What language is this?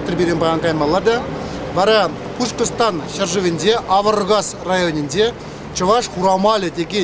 Chuvash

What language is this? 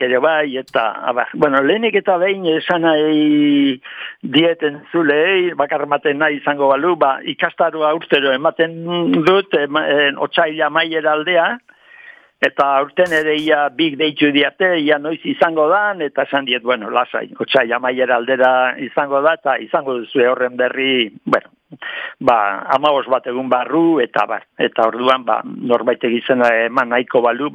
Basque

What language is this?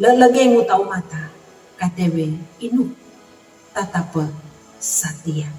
Sangir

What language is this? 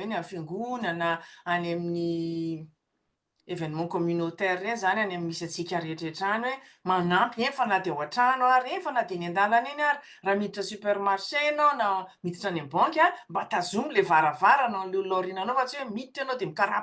Malagasy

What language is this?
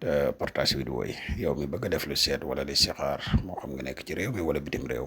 Wolof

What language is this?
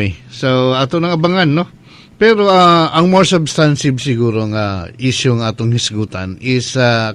Cebuano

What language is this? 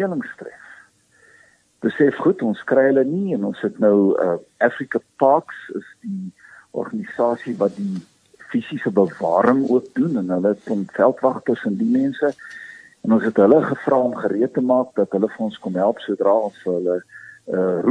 Afrikaans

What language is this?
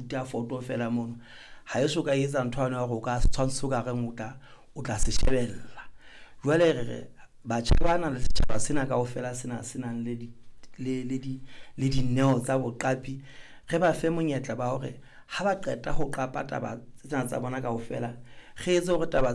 Southern Sotho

